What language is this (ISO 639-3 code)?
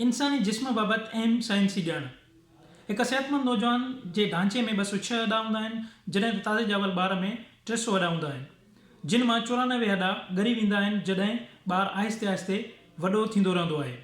snd